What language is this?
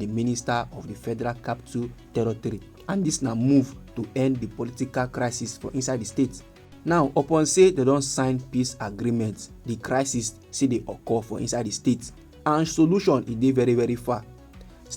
Nigerian Pidgin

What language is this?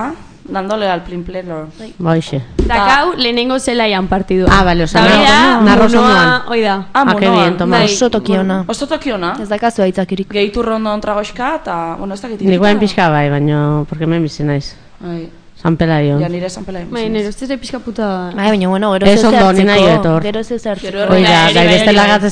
Basque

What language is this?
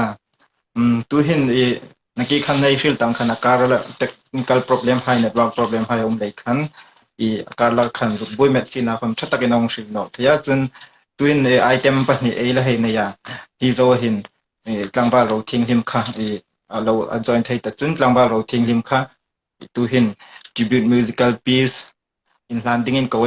Hmar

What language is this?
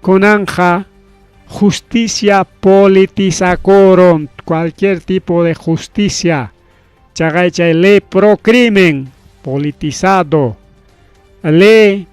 Ayacucho Quechua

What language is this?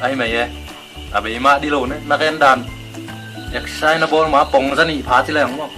Tedim Chin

